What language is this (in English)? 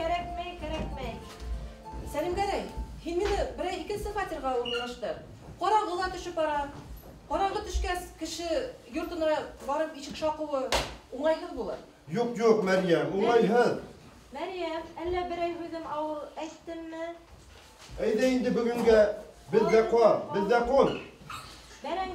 Bashkir